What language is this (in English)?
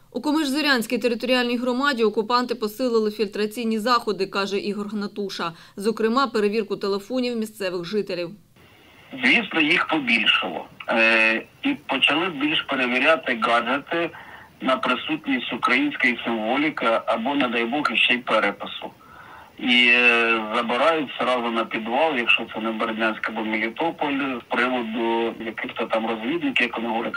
Ukrainian